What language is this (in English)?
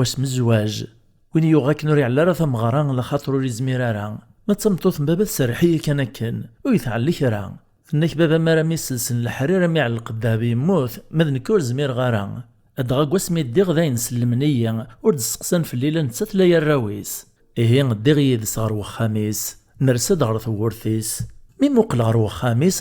Kabyle